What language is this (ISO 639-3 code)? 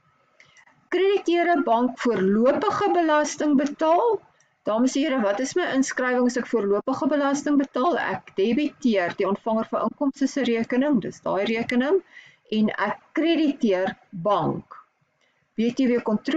afr